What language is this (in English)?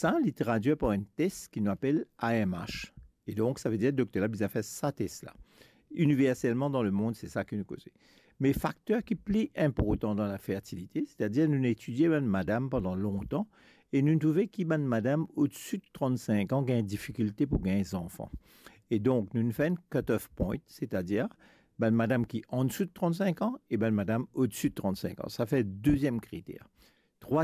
Morisyen